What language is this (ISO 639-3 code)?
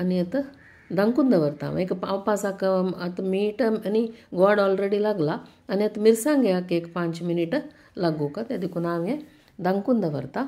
kok